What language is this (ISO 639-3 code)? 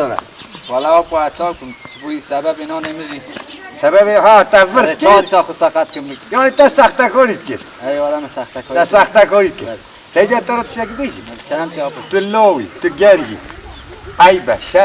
kur